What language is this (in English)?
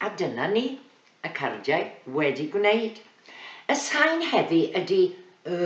Welsh